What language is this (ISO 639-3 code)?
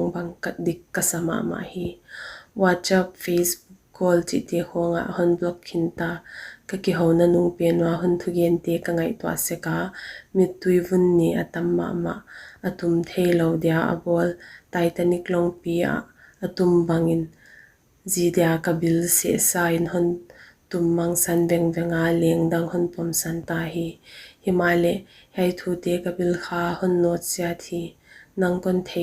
pck